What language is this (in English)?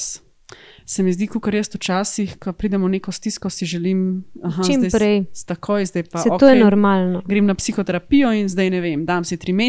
Slovenian